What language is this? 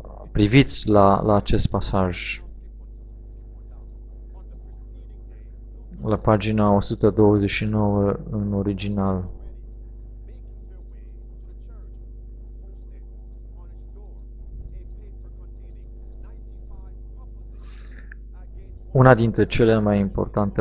Romanian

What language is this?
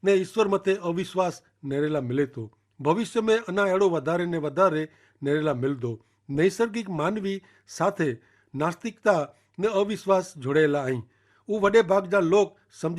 Kachhi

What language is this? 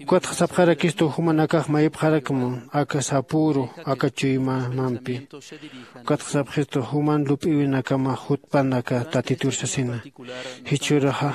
Aymara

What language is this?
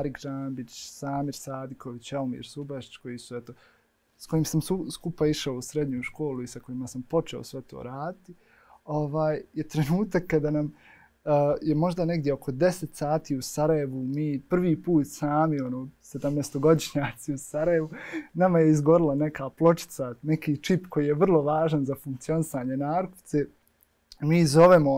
Bosnian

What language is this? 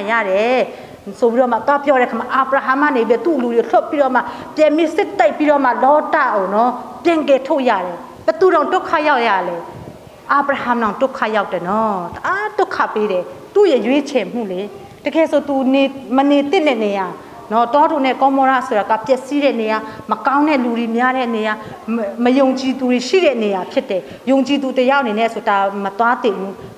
Burmese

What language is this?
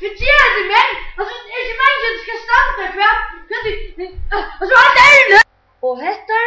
Faroese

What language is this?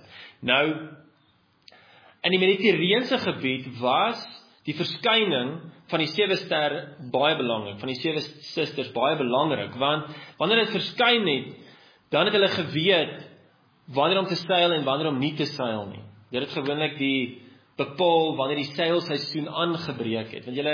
Afrikaans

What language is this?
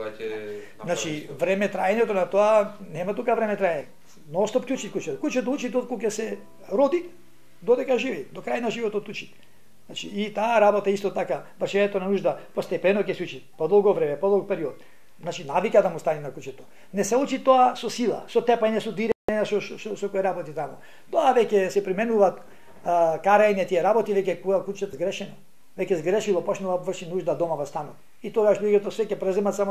Macedonian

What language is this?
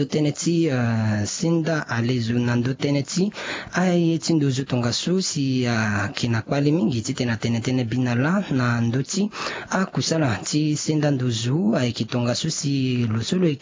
Sango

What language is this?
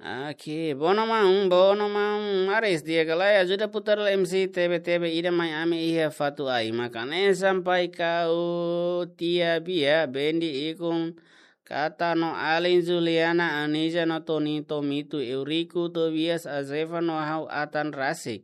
Tetum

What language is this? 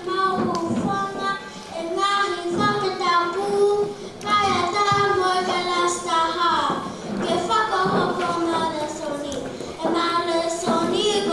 Tongan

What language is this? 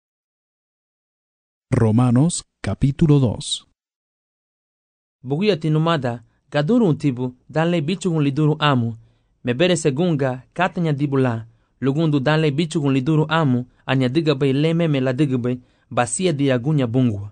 Garifuna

